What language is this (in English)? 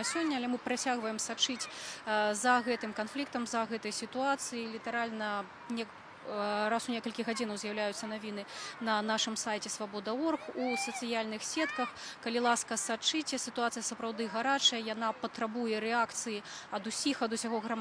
Belarusian